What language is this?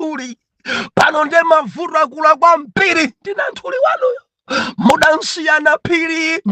Nyanja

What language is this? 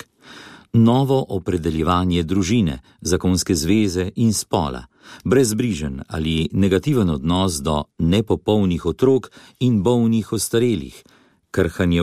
Slovenian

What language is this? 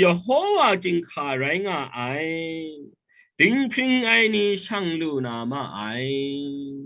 Kachin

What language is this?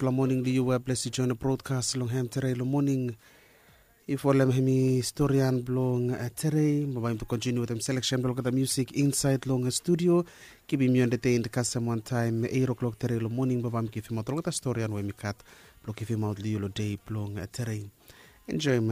Bislama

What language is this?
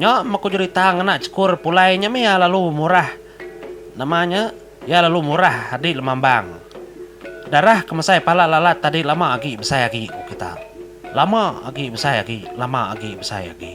Iban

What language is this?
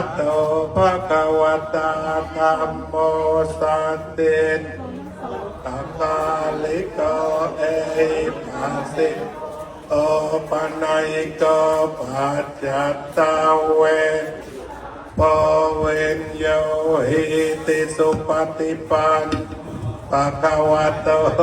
Pali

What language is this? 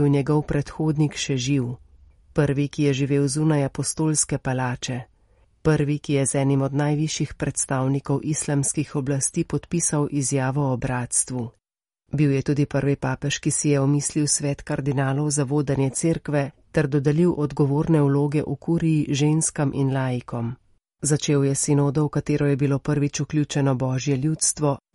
Slovenian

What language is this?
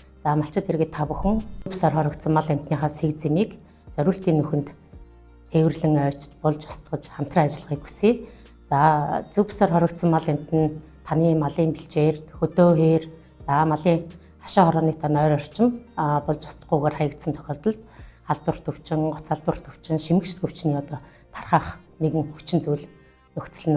Mongolian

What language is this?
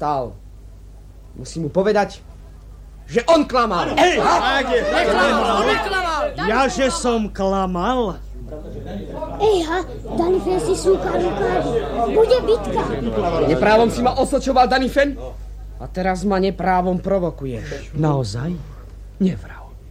Slovak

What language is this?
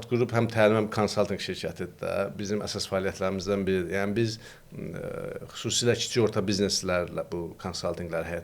Azerbaijani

